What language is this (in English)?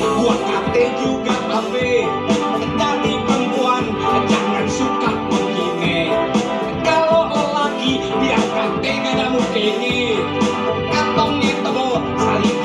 Betawi